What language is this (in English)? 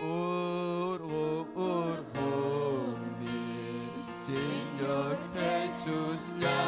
Ayacucho Quechua